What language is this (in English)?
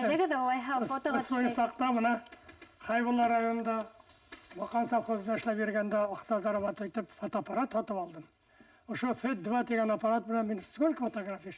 Bashkir